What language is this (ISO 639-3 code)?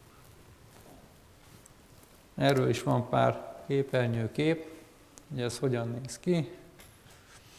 hun